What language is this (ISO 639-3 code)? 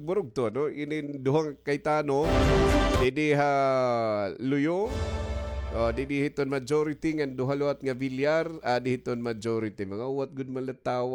war